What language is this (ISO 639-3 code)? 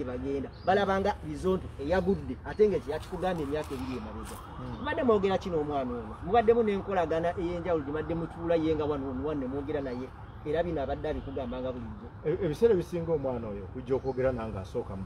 lug